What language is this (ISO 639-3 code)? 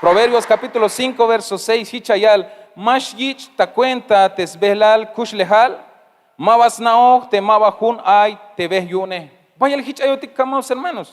tzh